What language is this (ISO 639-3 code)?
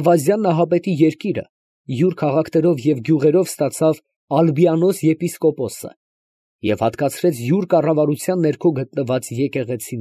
hye